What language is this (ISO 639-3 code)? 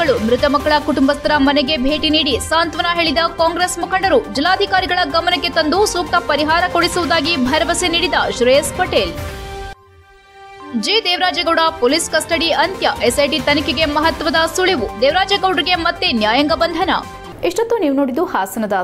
kan